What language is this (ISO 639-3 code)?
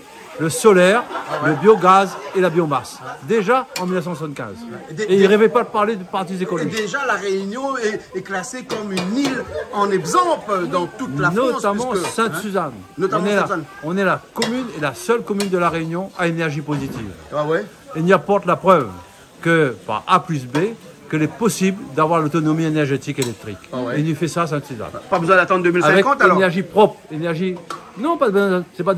rcf